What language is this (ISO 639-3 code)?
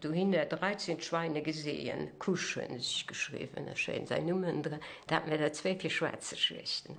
ltz